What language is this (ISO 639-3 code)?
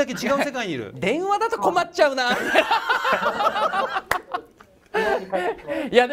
jpn